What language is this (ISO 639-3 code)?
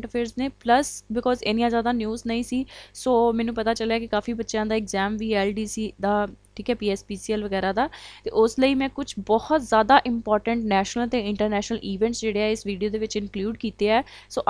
pan